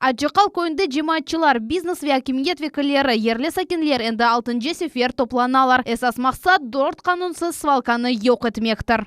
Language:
Crimean Tatar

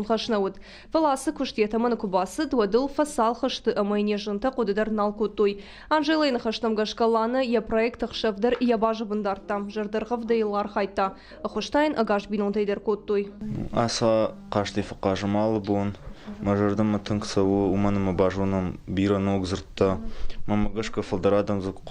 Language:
Ossetic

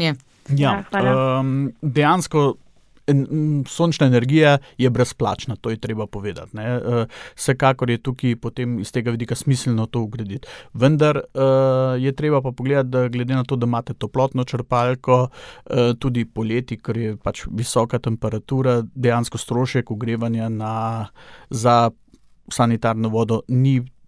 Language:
Slovenian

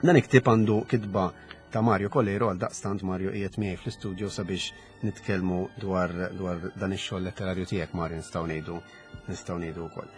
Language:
Maltese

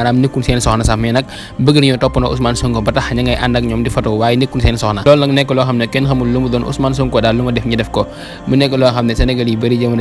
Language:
Wolof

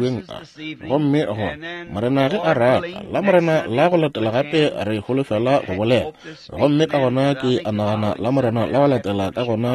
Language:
Northern Sotho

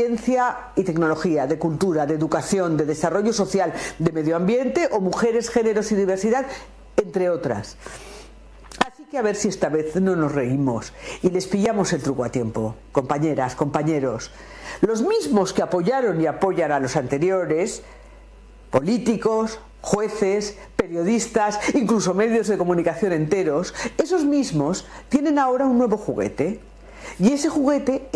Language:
Spanish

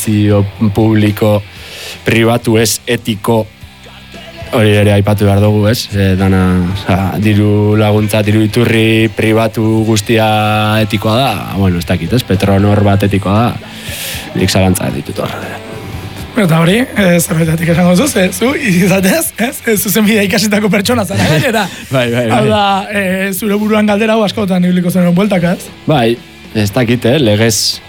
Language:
Basque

